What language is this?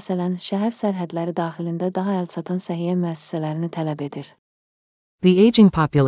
Azerbaijani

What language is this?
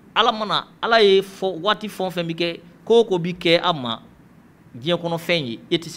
Bambara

